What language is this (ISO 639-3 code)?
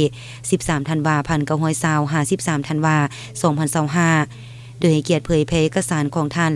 lao